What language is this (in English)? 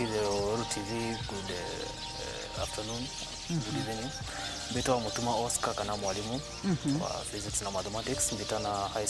Meru